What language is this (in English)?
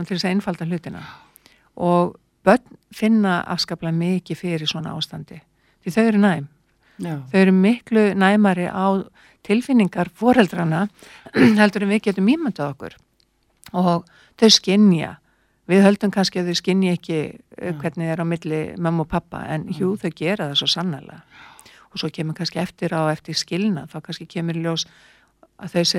Icelandic